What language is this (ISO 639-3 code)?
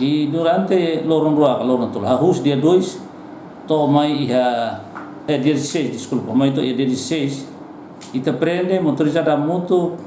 tet